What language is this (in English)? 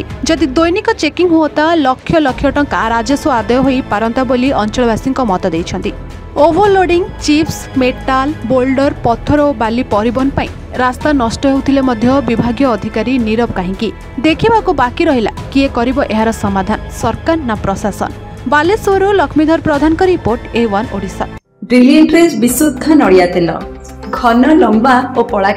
Odia